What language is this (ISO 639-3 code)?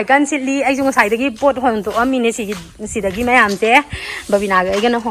mni